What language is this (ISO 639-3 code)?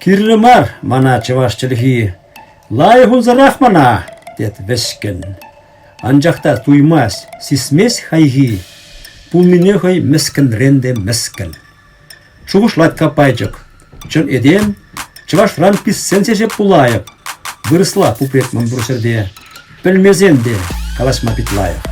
chv